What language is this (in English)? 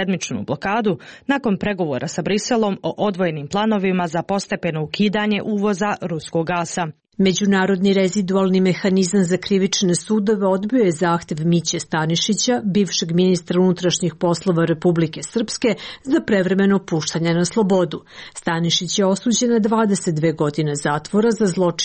Serbian